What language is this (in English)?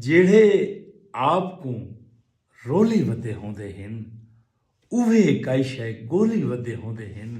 Saraiki